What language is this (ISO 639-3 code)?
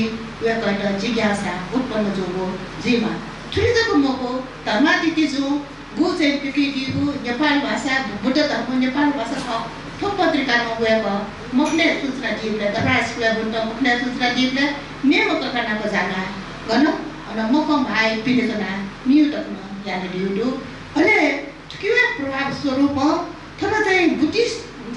new